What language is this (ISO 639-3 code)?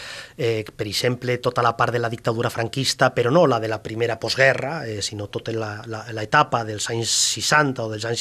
cat